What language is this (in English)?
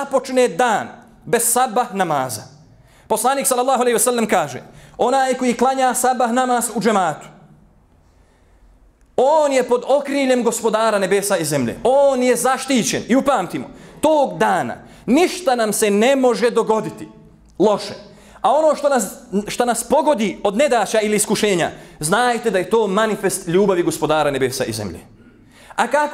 Bosnian